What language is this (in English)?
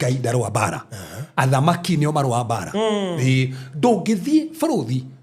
Kikuyu